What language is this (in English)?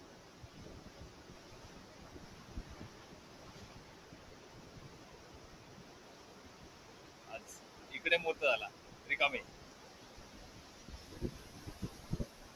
Marathi